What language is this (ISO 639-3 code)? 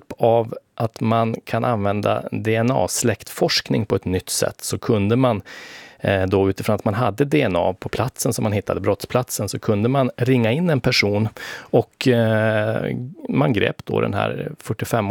swe